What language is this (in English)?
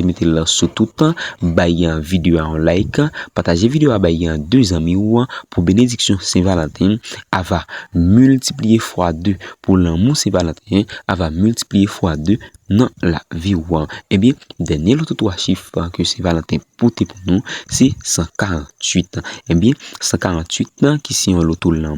Haitian Creole